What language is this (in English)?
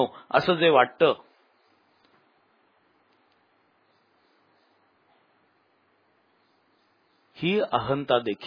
Marathi